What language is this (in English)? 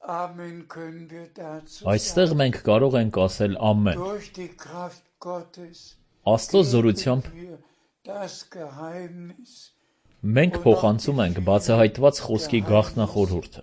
Armenian